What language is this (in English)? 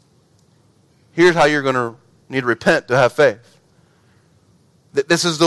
English